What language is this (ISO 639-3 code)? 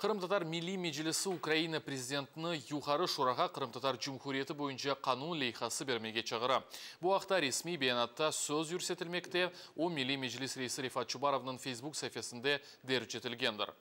crh